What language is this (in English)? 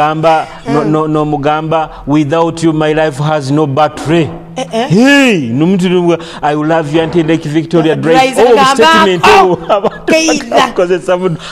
Nyoro